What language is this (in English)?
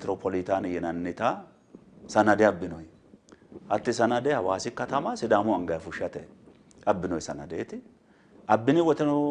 Sidamo